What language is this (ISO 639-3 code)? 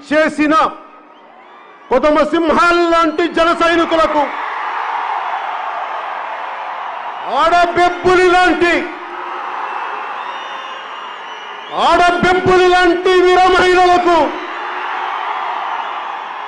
tel